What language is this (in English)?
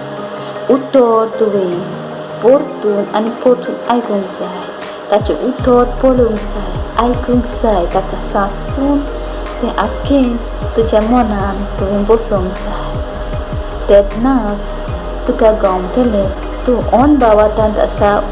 Konkani